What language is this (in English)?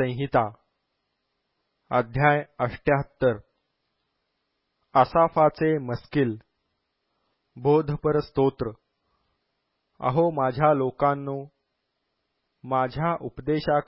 Marathi